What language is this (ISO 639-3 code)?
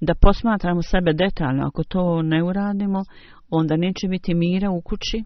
bos